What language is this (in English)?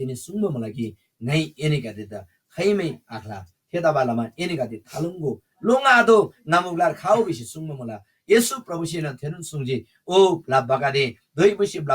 Eastern Tamang